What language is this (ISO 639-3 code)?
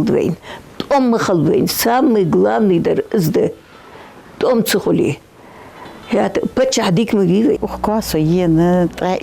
inh